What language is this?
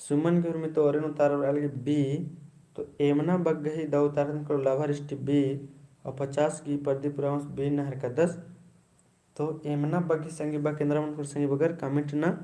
Kurukh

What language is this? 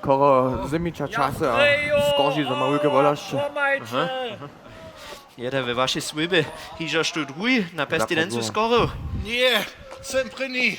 Upper Sorbian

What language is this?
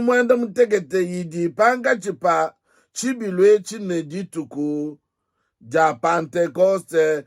Luba-Lulua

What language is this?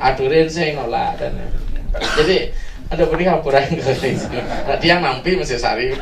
Balinese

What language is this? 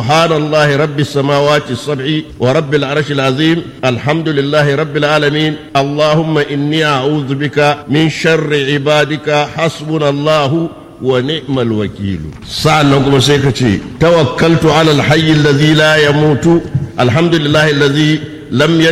Hausa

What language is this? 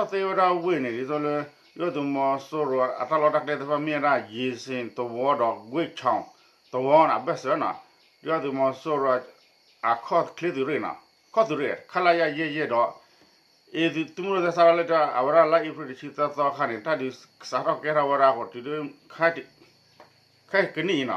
S'gaw Karen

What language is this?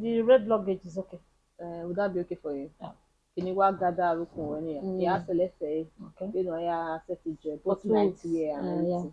Bini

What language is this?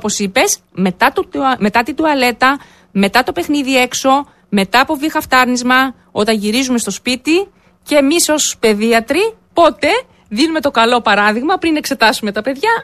Greek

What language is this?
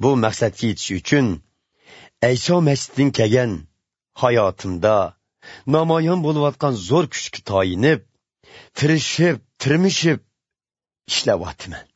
Uyghur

